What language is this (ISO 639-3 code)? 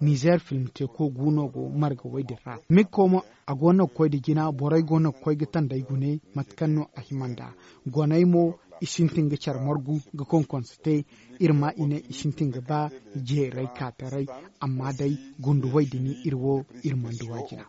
dje